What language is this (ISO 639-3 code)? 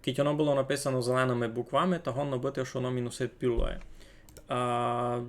rue